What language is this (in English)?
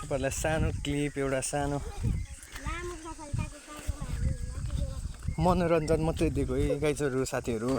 Nepali